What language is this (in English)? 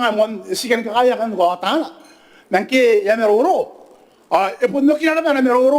Gilbertese